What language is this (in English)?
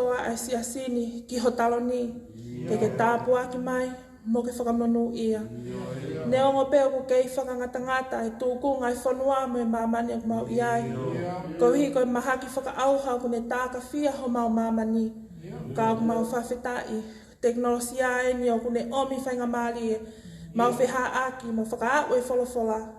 Tongan